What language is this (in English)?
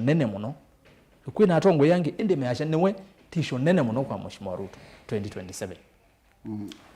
Kamba